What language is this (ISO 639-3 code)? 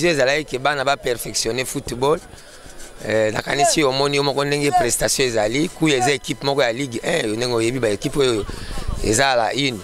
lin